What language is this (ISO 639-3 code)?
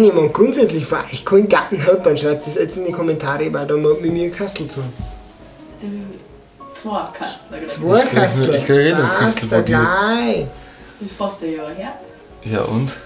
bar